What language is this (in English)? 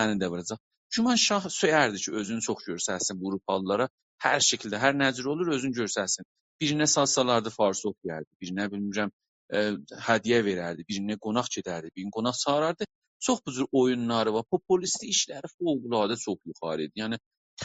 South Azerbaijani